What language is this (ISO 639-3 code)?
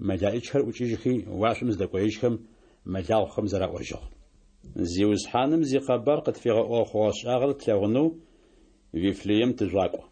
ady